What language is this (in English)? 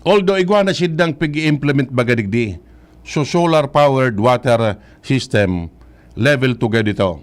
Bikol